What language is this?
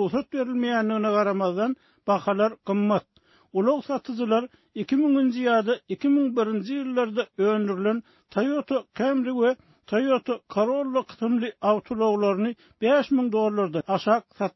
Turkmen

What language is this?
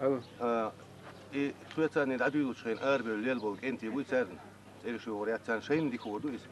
Chechen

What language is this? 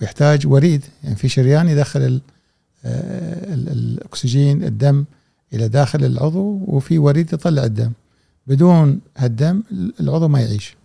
Gulf Arabic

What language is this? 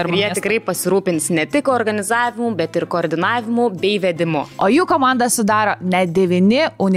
Lithuanian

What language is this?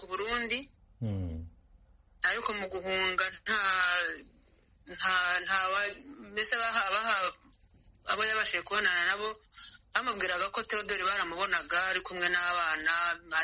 Kinyarwanda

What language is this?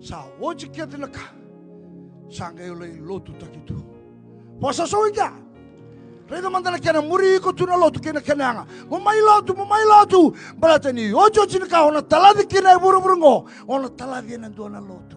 Fijian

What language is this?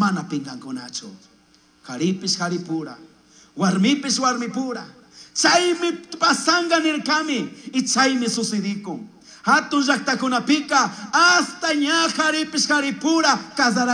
Chimborazo Highland Quichua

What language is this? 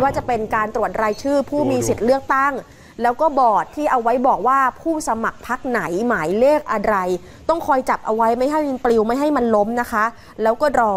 Thai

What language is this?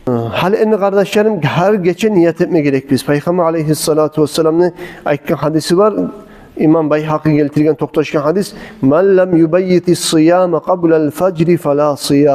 Kumyk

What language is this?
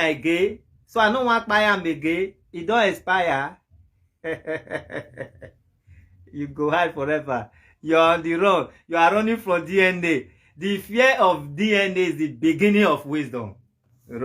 Nigerian Pidgin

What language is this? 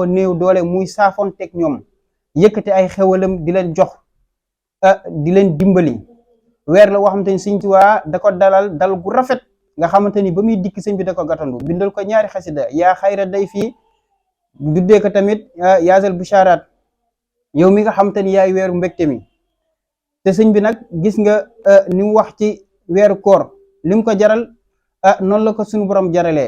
Wolof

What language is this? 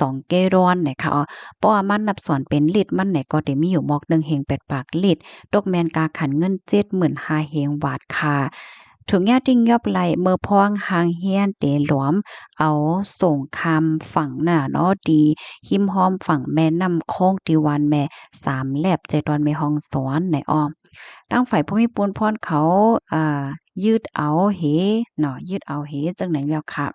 Shan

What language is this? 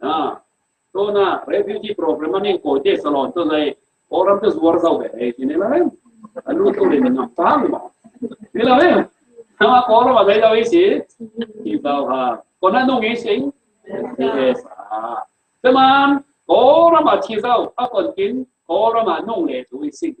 Falam Chin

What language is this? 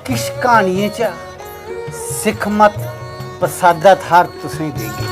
Dogri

